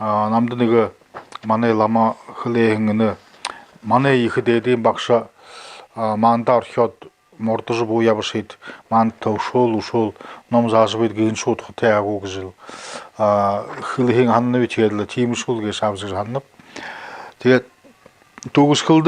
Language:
Buriat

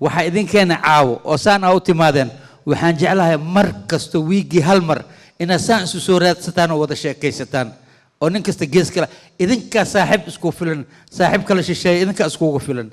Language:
Somali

